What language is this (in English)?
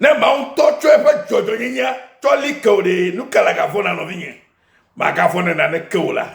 Ewe